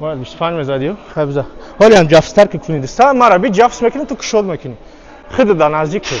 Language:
Tajik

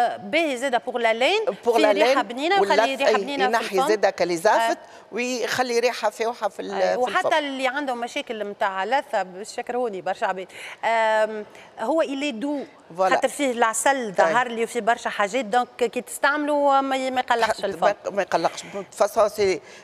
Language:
Tunisian Arabic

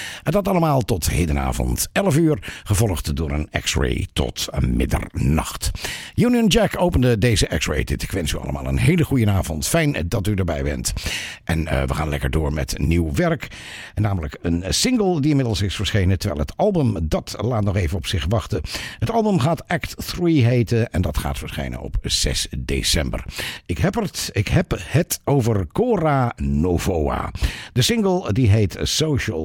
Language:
Dutch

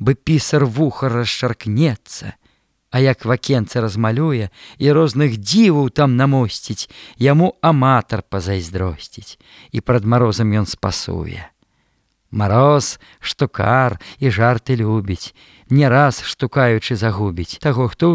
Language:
Belarusian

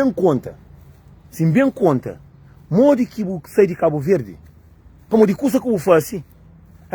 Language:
Kabuverdianu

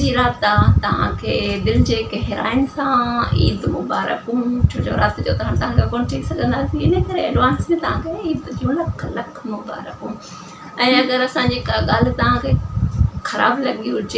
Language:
Sindhi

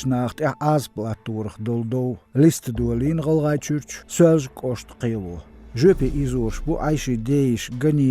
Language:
Chechen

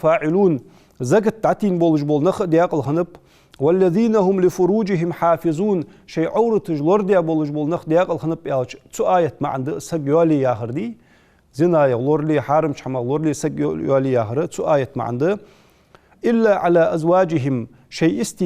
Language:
Ingush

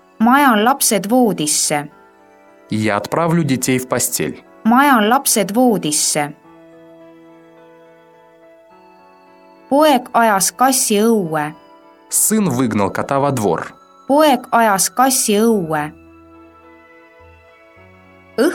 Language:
Estonian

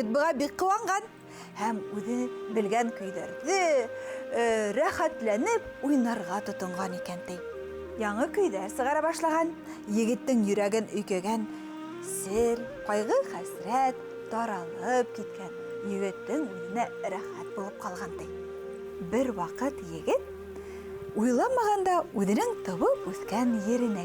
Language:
Bashkir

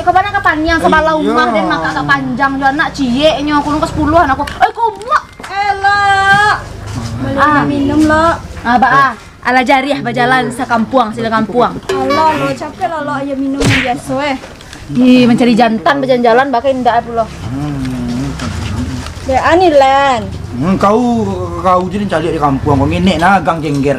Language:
Minangkabau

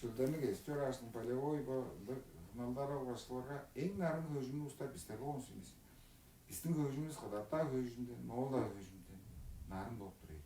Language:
Tuvinian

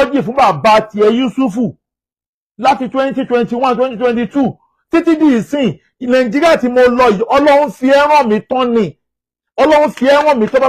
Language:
Yoruba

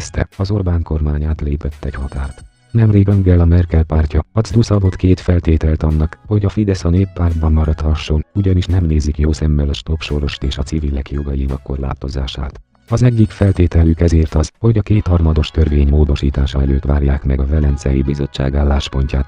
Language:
Hungarian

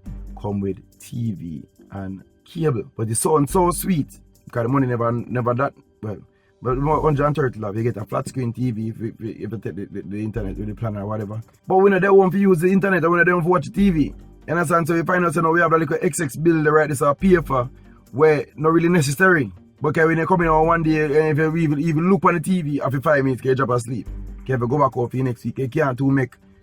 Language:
Jamaican Creole English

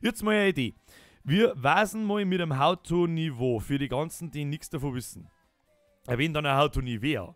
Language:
Bavarian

